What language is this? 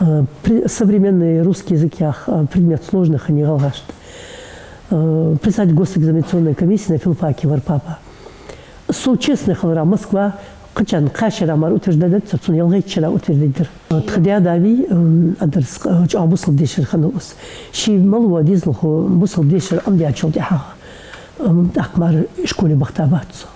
Ingush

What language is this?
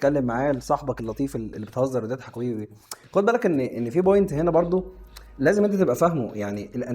Egyptian Arabic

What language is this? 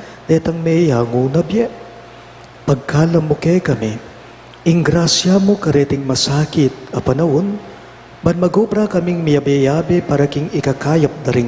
Pampanga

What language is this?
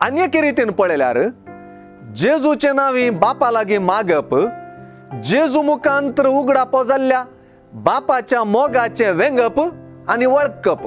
Konkani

